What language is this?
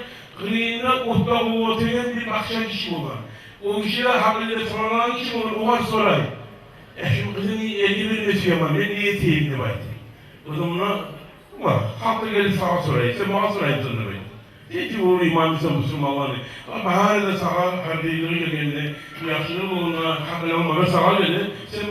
Kumyk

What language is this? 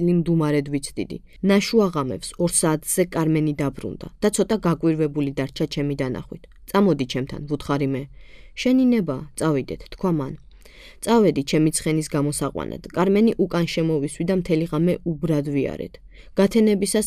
Georgian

